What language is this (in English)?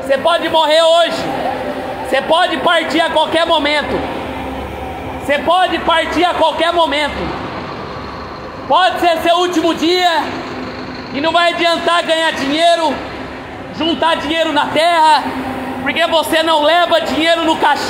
Portuguese